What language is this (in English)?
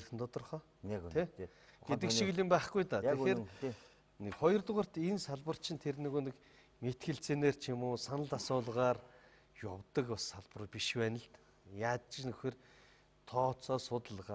Mongolian